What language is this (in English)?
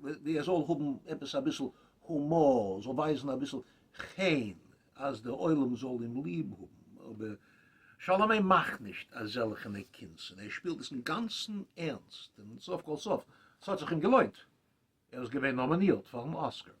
Yiddish